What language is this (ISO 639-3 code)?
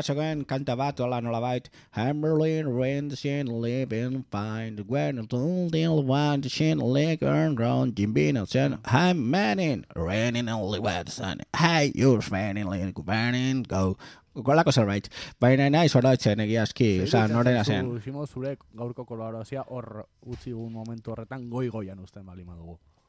eus